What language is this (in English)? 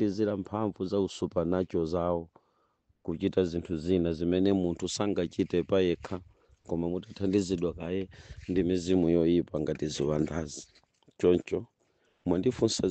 Nyanja